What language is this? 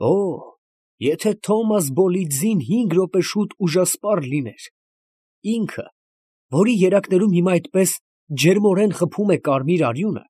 Armenian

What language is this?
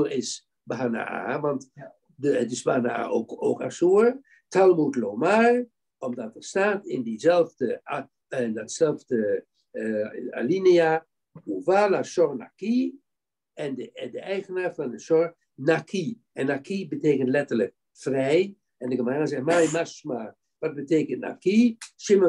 Dutch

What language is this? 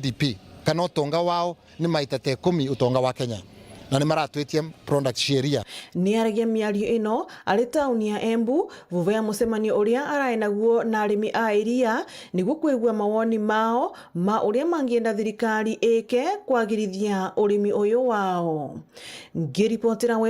Meru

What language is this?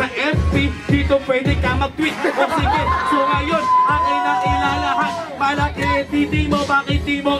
Filipino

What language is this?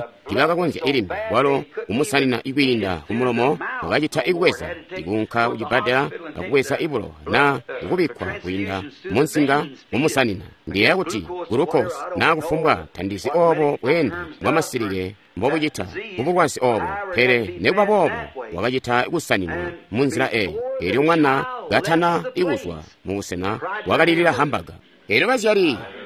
Tonga (Zambia)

